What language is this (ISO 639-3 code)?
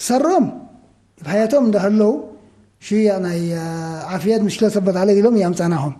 tig